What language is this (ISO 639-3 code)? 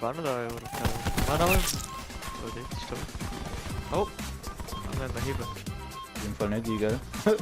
gsw